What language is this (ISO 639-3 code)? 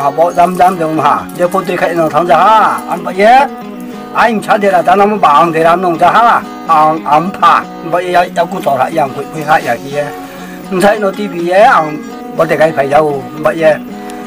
ria